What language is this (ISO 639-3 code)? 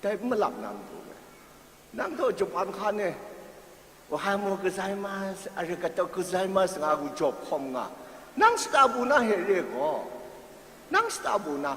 kac